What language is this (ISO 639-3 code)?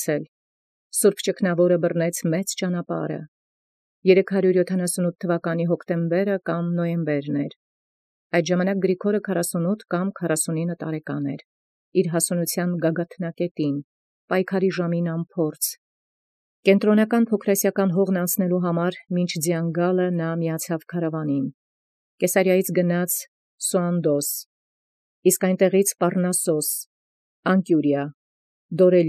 hye